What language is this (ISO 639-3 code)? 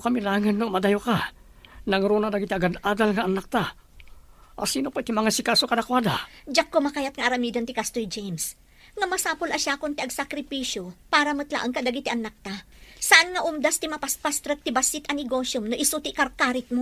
ilo